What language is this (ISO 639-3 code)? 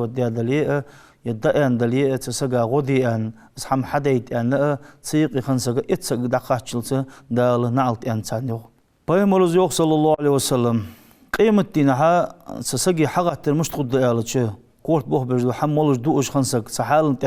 inh